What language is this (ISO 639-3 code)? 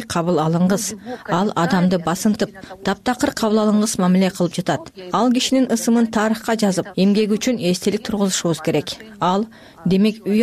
kir